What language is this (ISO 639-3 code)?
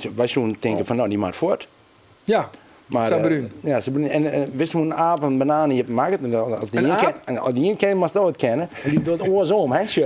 fry